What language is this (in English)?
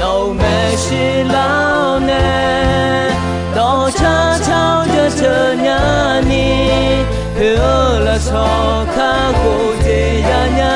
Akha